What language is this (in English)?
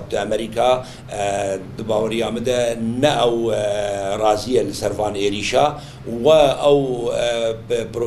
Kurdish